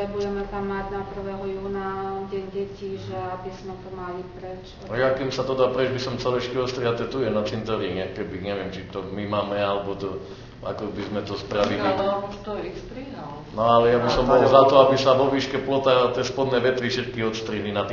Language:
Slovak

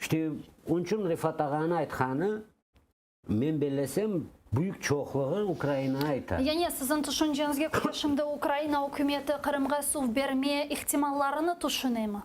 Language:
Crimean Tatar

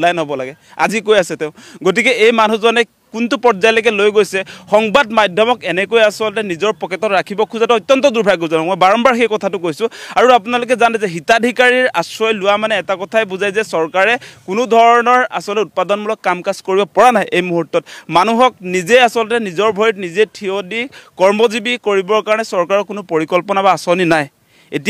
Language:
Assamese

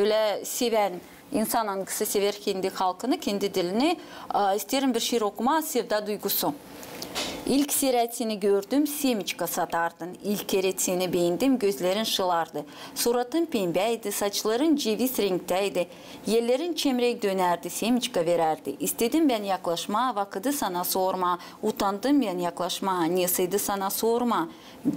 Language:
Gagauz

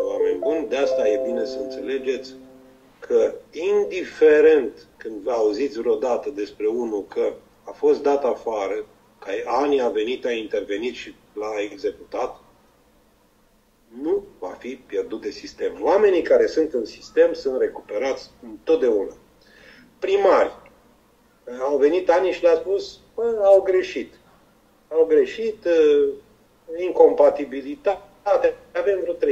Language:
Romanian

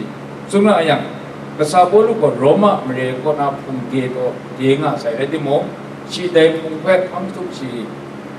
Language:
Kachin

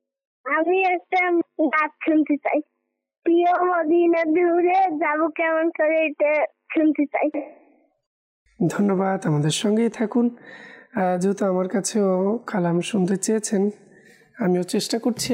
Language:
Bangla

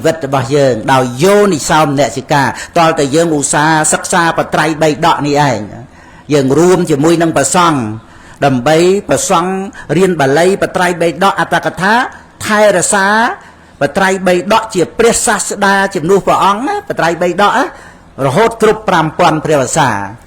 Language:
Khmer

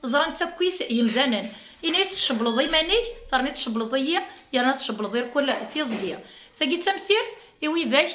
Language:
Kabyle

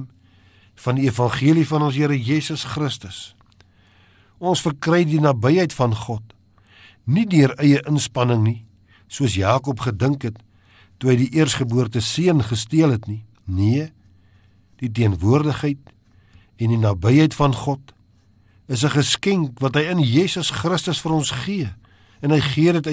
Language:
Afrikaans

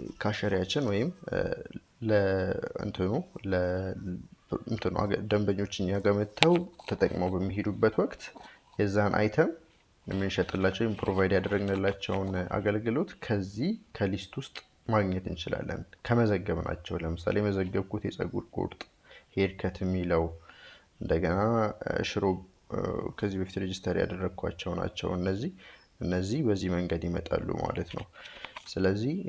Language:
Amharic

